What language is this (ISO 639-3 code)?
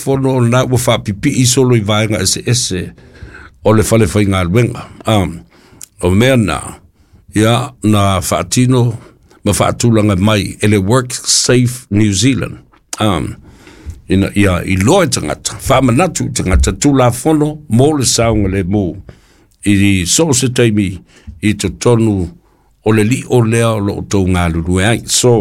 smo